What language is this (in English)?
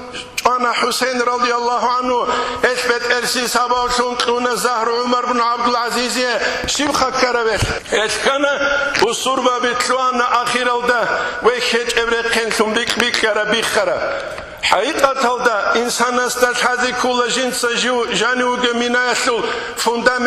Avaric